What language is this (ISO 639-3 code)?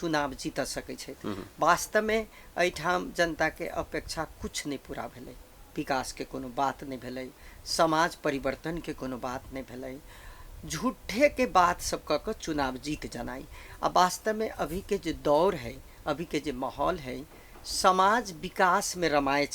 mai